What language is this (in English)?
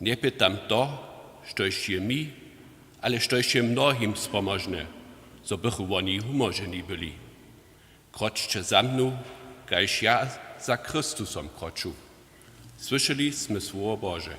Upper Sorbian